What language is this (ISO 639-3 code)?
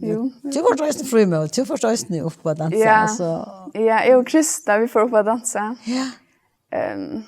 fao